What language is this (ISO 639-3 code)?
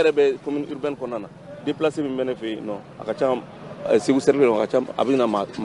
bam